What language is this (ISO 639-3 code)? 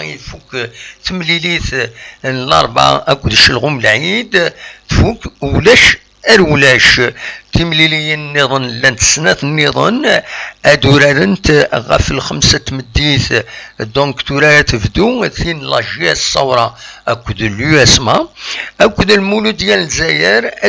kab